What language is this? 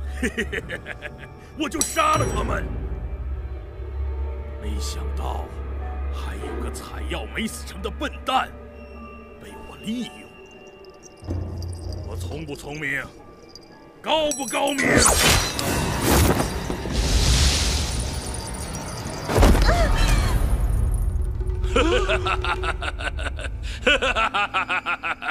Chinese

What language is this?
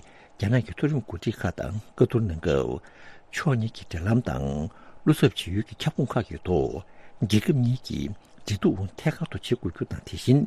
Tibetan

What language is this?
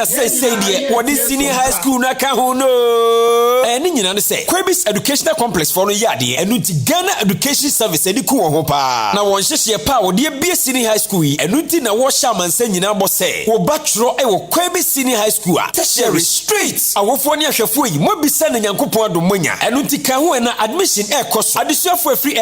Akan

